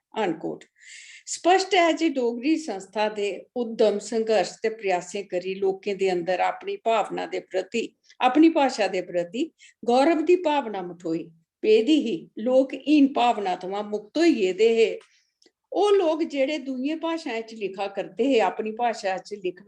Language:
Dogri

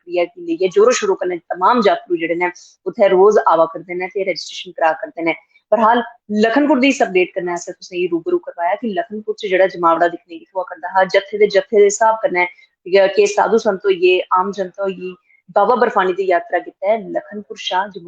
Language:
Dogri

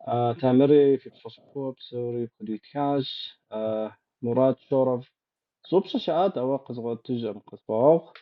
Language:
Kabardian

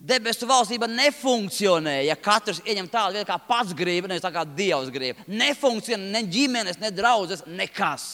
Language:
Latvian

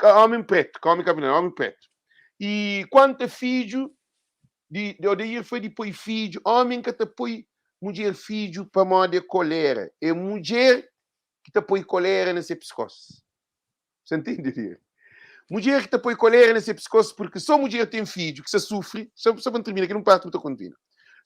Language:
Kabuverdianu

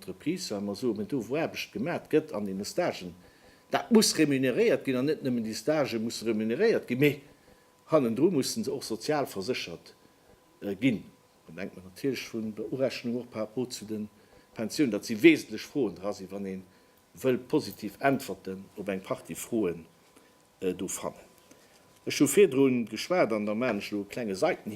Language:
Luxembourgish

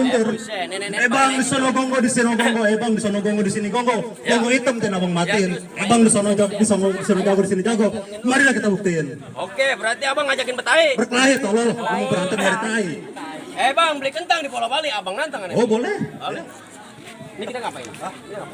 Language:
Betawi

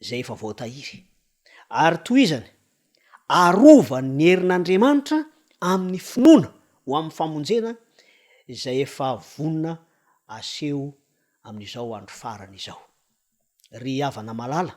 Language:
Malagasy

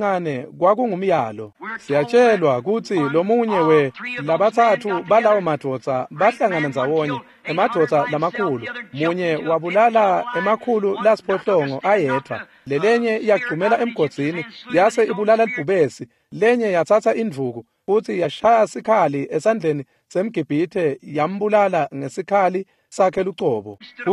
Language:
Swati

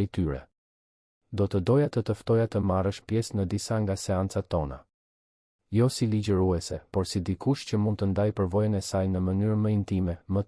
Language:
Albanian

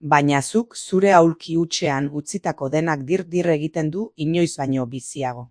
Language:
Basque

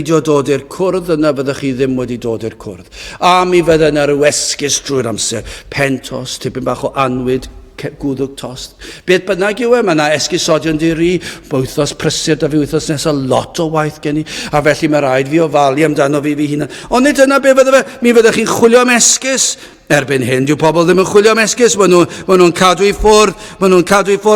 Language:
Welsh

